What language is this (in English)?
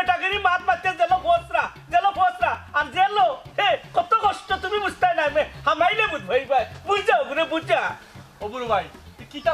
Sylheti